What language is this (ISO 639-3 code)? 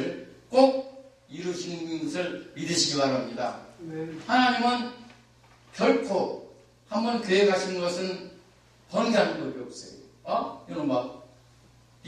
kor